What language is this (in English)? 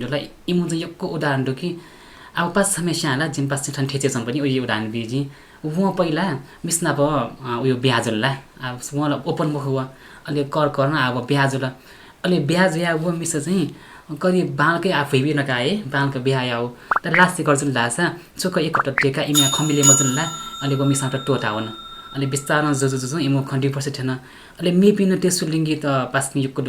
Newari